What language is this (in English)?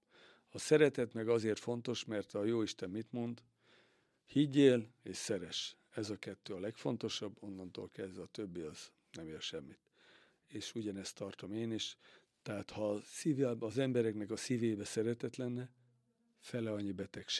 Hungarian